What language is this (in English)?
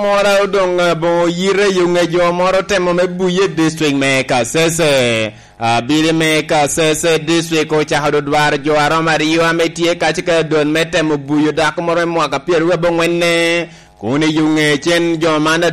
Lango (Uganda)